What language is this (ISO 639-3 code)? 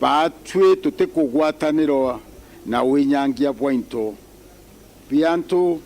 mer